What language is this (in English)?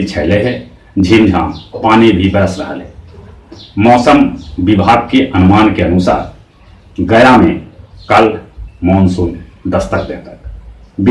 Magahi